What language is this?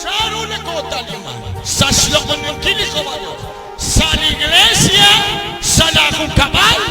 Kekchí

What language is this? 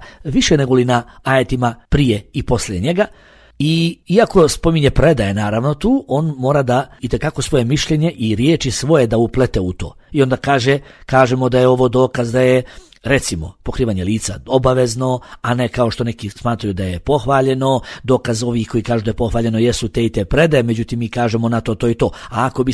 Bosnian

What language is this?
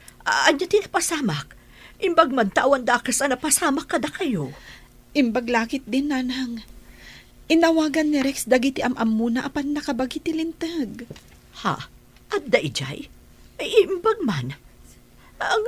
Iloko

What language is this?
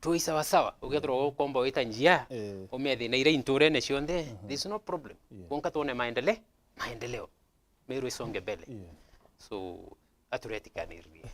Meru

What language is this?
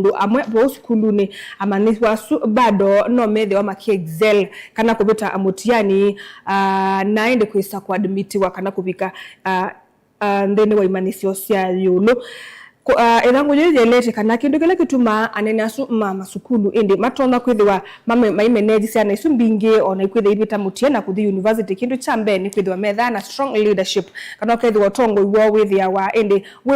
Kamba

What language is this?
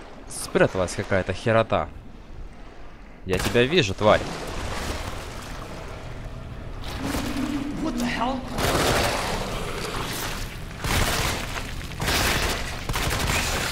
Russian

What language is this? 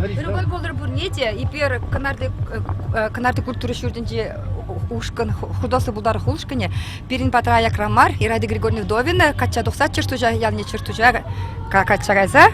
Chuvash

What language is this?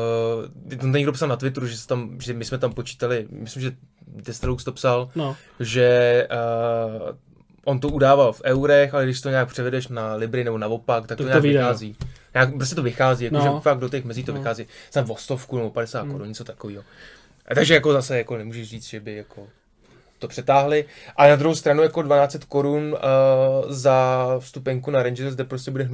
Czech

